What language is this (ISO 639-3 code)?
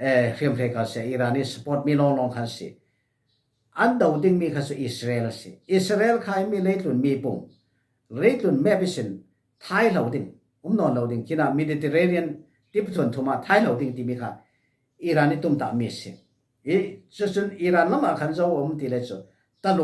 cfm